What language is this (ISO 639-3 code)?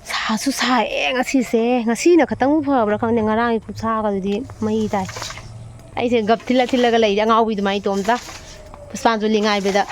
mni